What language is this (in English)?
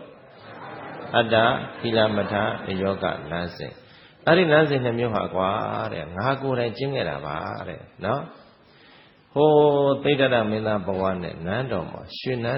Burmese